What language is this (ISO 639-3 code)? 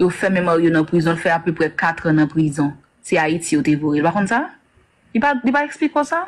hat